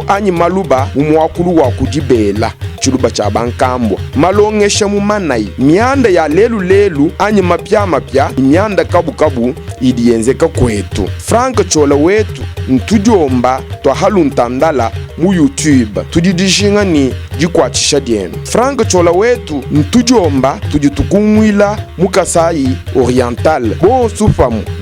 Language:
Luba-Lulua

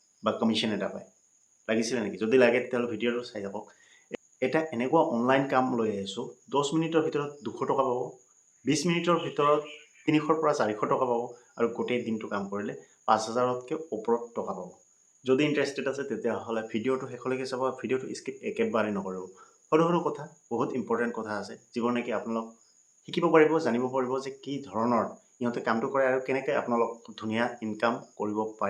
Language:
Assamese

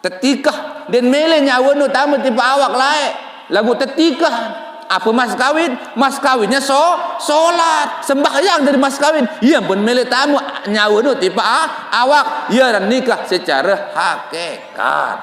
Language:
Sasak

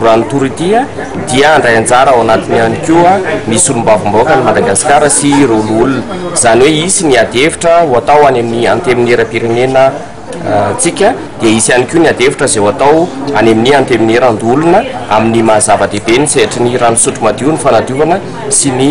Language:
Malagasy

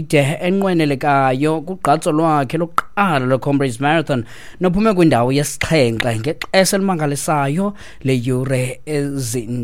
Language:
Xhosa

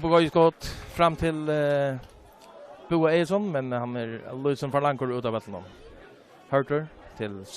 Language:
Faroese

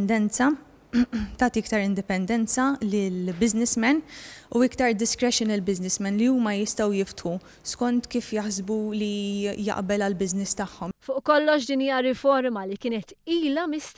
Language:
Maltese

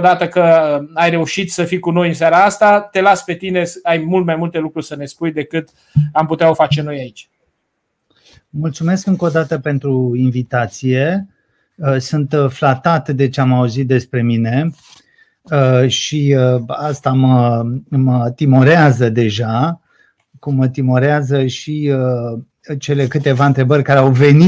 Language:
Romanian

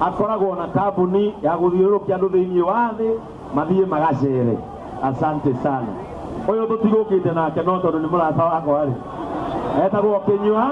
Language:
Kikuyu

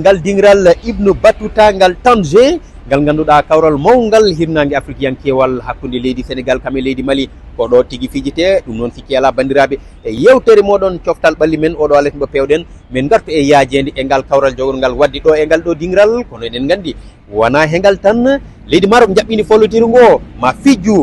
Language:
Fula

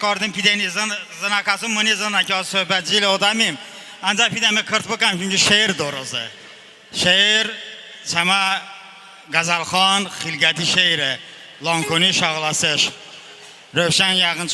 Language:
Talysh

